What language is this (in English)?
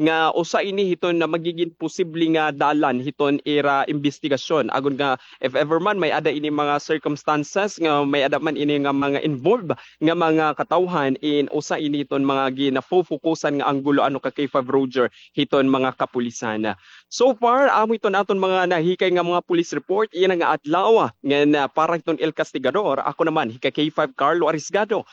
Waray